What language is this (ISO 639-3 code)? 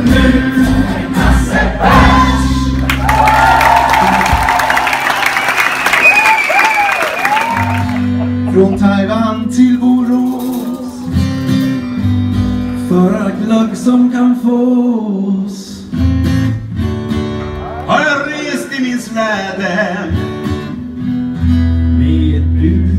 swe